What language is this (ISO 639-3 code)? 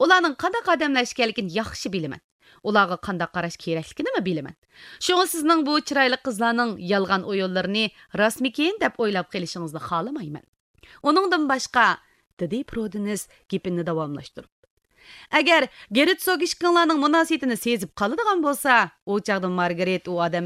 uig